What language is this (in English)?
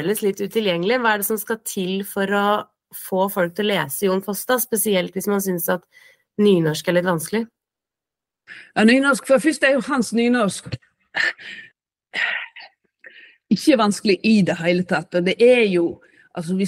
Norwegian